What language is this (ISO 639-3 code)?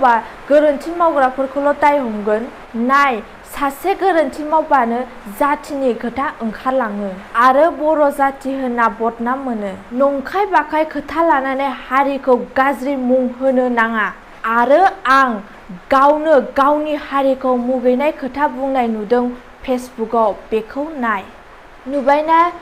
brx